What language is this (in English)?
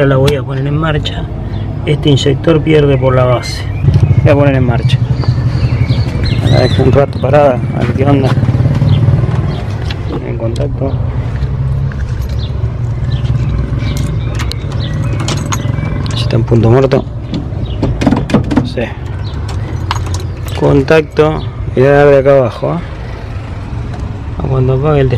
Spanish